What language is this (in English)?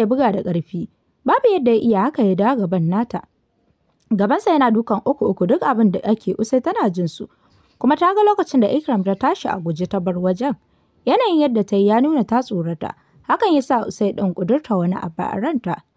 Hausa